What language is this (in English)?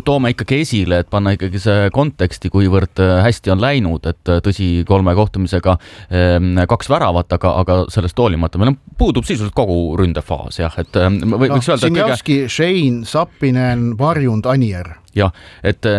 Estonian